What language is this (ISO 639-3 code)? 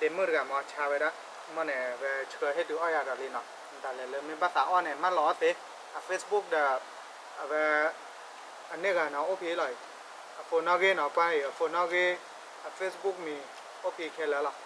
ksw